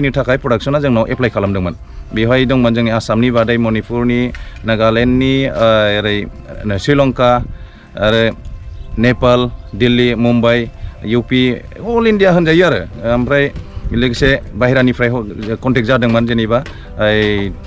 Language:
Bodo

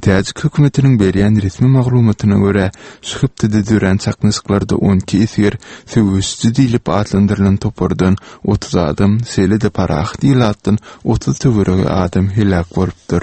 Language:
Turkmen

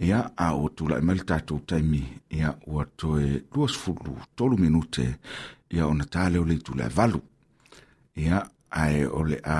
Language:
Samoan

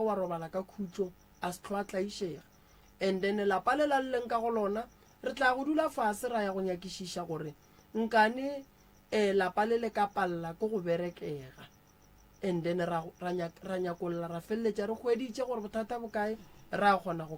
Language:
Northern Sotho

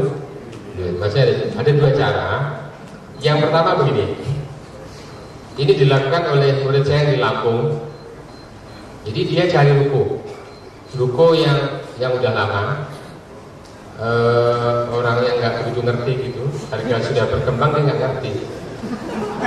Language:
Indonesian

